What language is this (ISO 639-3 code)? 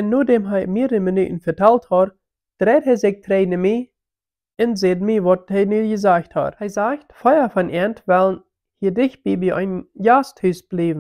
pdt